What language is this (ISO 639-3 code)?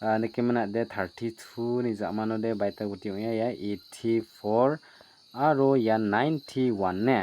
grt